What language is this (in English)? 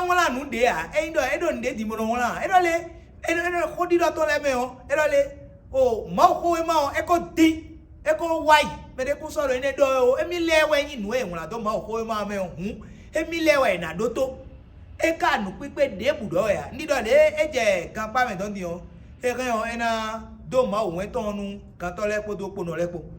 Fon